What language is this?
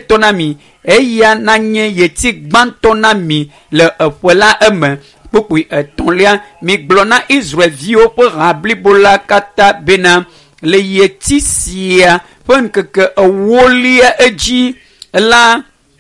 Ewe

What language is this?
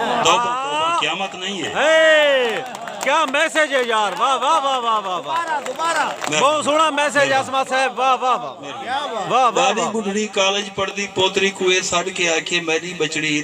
Saraiki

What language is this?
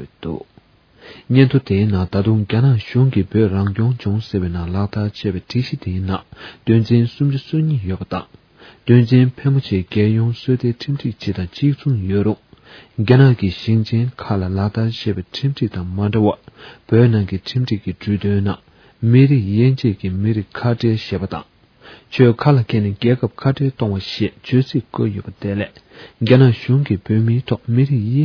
Tibetan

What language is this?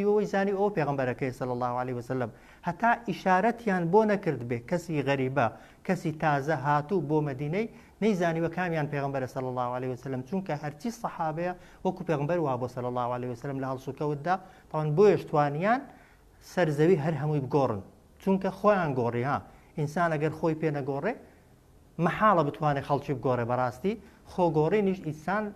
Central Kurdish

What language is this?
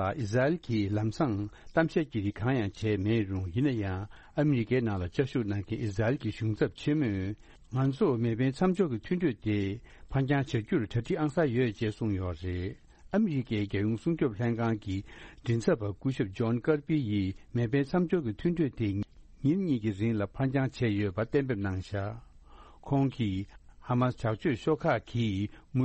Tibetan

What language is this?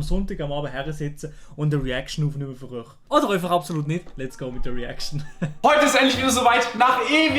Swiss German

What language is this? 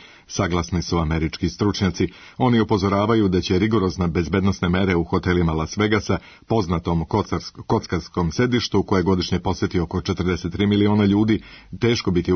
Serbian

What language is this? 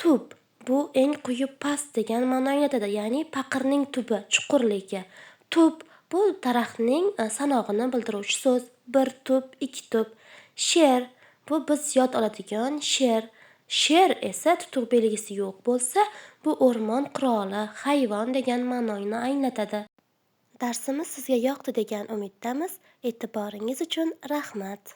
Uzbek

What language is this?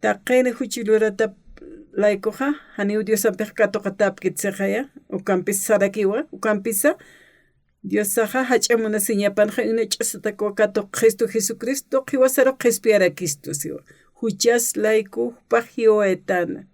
Aymara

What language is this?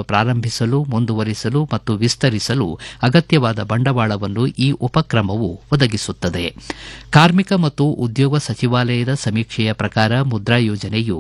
Kannada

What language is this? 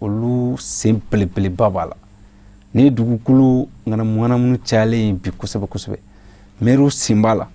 Bambara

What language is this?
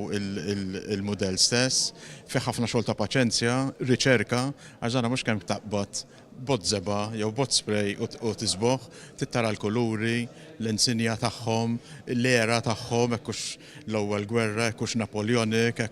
Maltese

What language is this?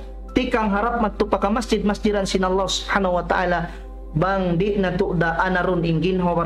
Tausug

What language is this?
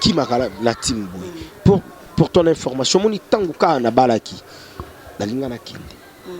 Lingala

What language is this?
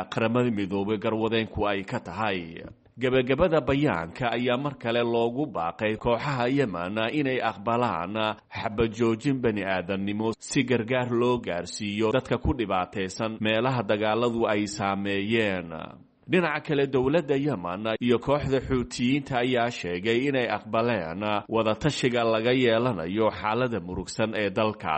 Somali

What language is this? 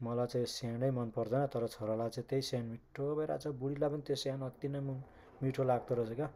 Nepali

